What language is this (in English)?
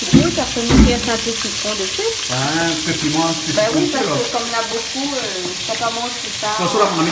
Réunion Creole French